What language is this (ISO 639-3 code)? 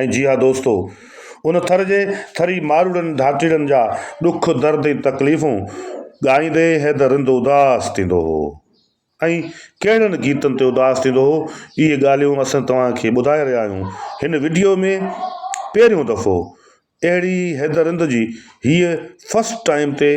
snd